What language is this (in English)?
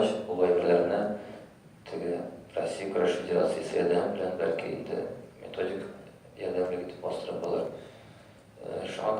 Tatar